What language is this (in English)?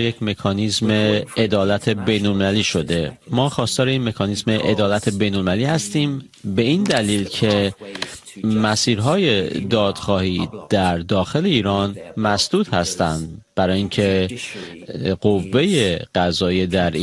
Persian